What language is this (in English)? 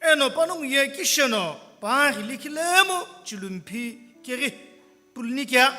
Sumi Naga